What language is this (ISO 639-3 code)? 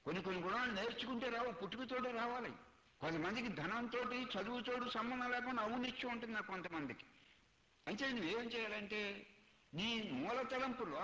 tel